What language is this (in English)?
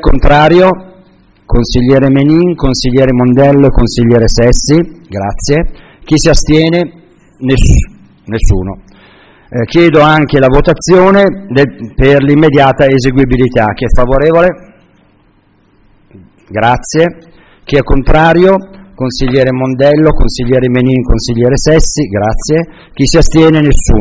Italian